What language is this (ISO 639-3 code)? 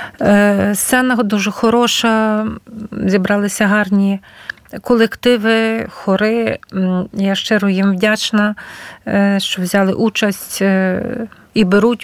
ukr